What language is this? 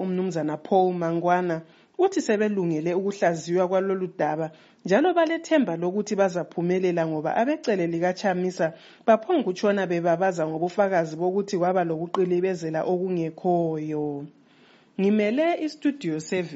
North Ndebele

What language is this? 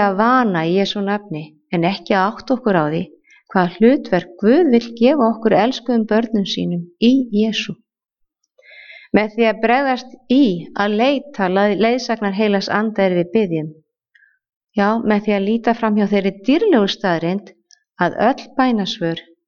Icelandic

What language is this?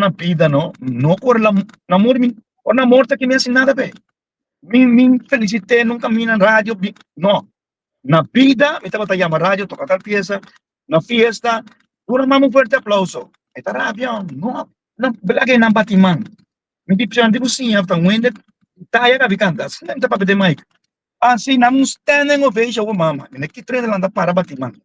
Papiamento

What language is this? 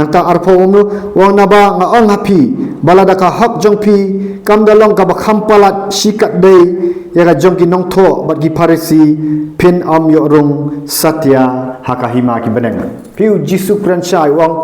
Khasi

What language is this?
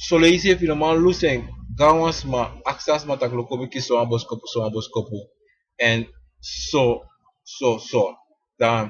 Sranan Tongo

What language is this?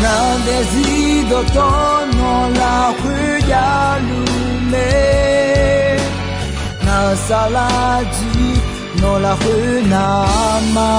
Akha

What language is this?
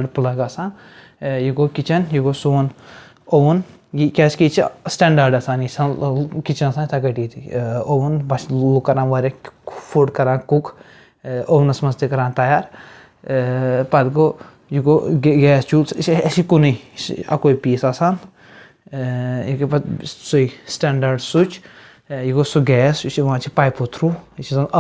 Kashmiri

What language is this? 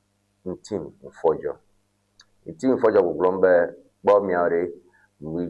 Ewe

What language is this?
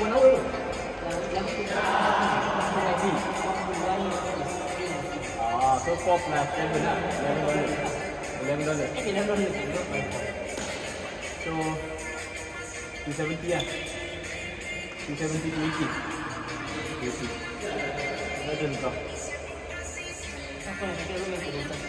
Malay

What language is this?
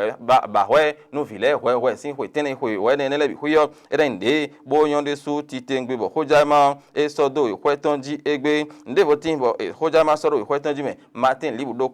Fon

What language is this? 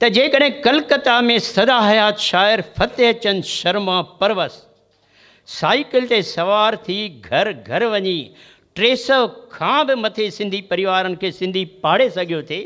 Sindhi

